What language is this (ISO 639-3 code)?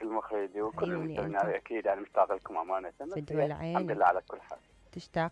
acm